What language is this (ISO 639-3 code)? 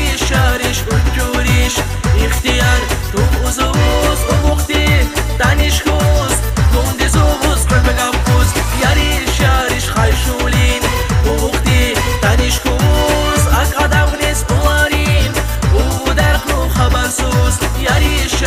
tab